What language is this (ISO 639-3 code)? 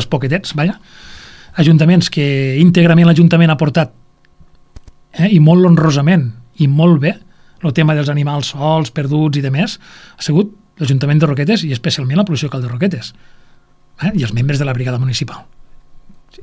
cat